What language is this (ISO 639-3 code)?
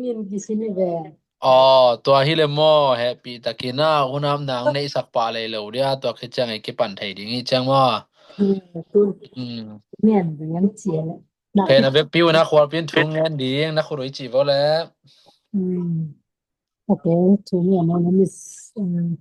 ctd